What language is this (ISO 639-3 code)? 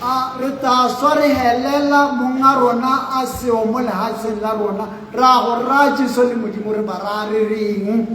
tsn